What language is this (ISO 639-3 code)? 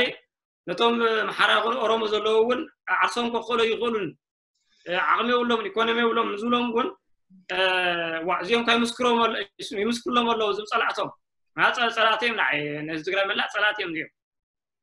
tir